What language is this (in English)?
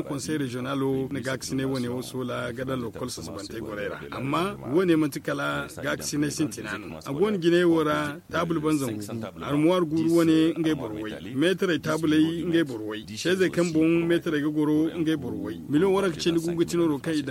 Zarma